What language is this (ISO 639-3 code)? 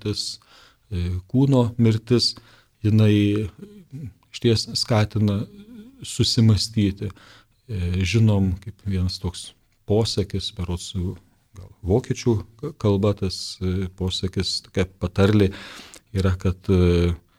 lit